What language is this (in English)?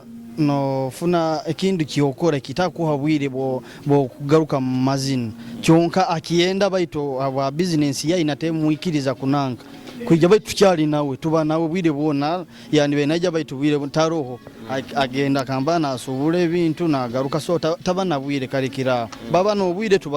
Nyoro